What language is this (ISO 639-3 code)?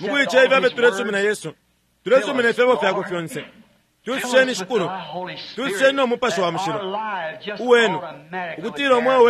bem